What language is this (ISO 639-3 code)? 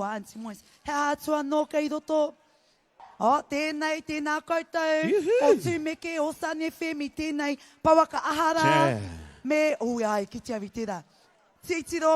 mri